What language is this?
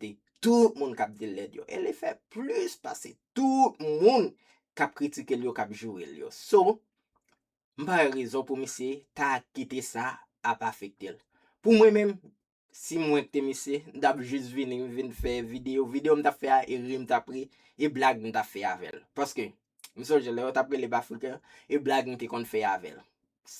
Haitian Creole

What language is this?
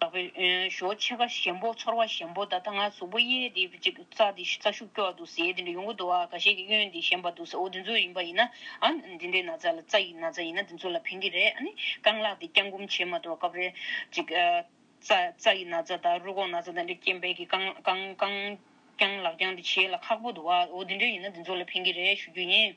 Tibetan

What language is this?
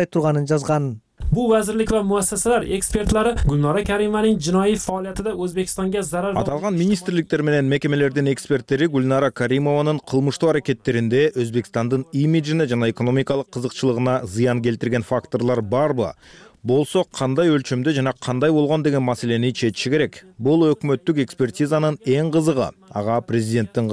Kyrgyz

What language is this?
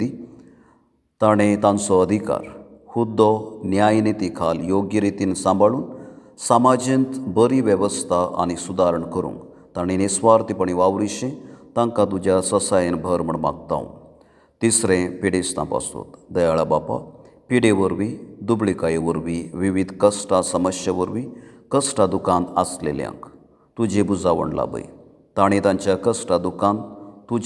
Konkani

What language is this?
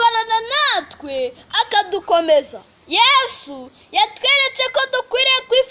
Kinyarwanda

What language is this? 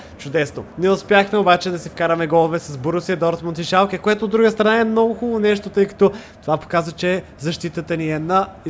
Bulgarian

